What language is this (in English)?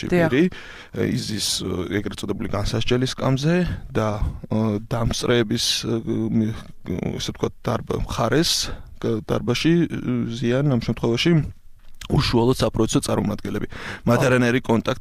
Georgian